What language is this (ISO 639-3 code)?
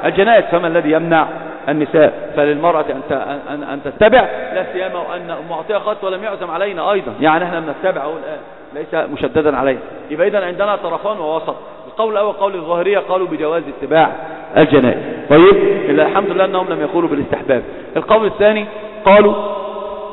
ara